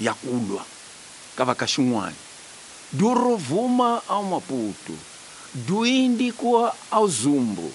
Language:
Tsonga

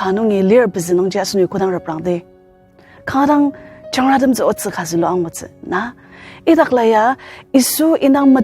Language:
Ao Naga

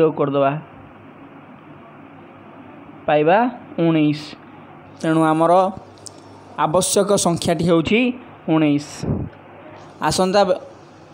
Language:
Odia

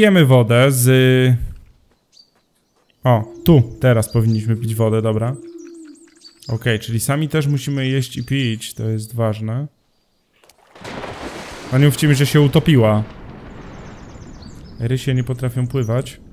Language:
Polish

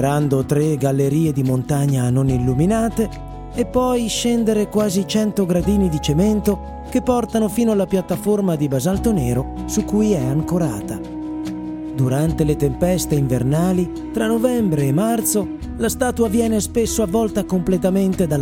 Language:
Italian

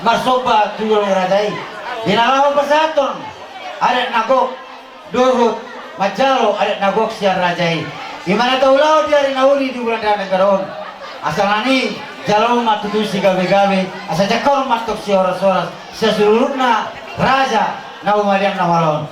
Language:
Batak Toba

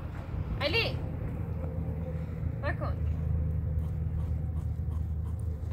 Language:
Persian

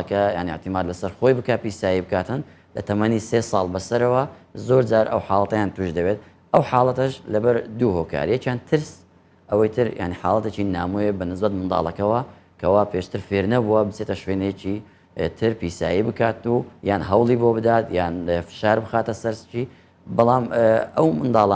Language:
Central Kurdish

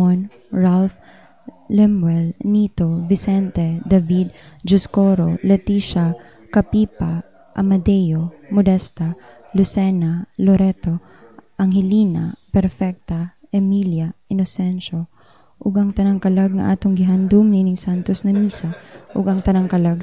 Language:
Cebuano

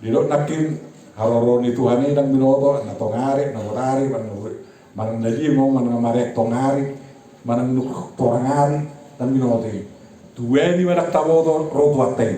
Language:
Batak Toba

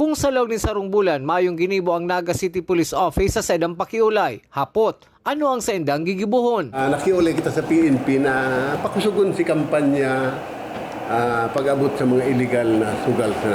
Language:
Bikol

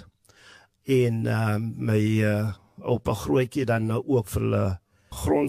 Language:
Afrikaans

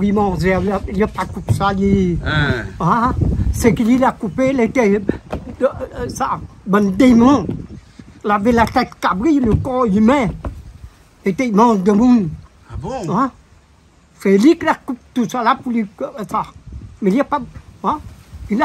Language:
Réunion Creole French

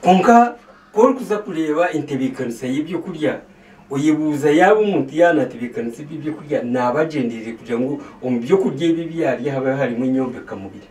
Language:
Nyankole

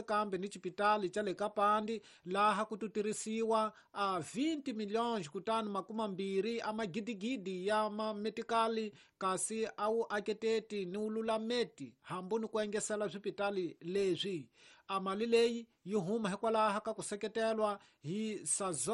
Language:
Tsonga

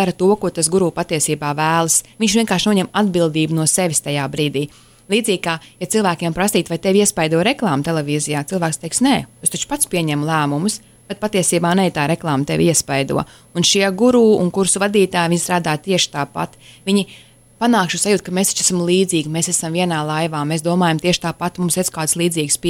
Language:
Latvian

